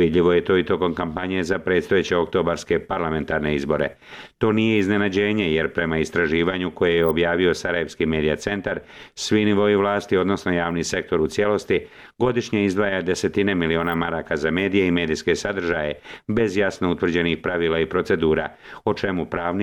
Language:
Bosnian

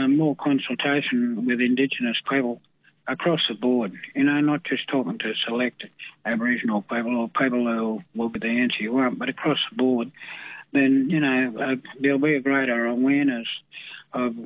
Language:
English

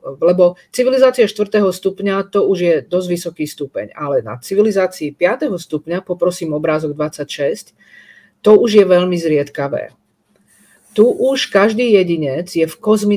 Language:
Slovak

